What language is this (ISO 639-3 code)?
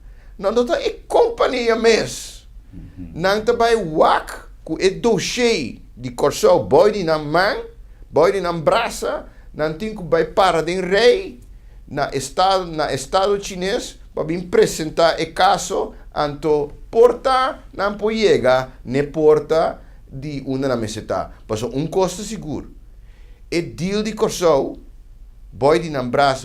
pap